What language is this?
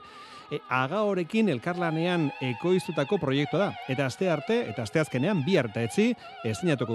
Basque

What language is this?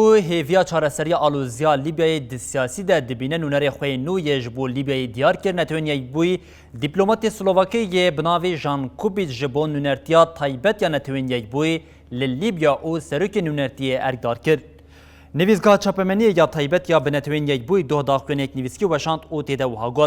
Kurdish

